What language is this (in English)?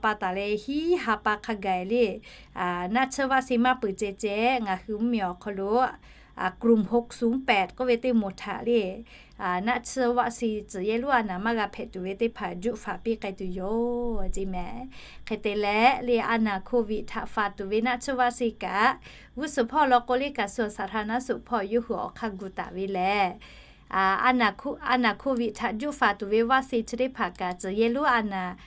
Lahu